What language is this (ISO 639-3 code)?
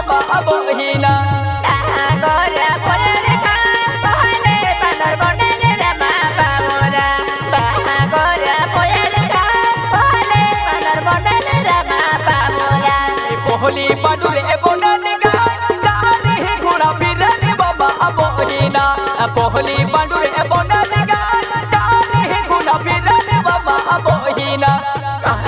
bho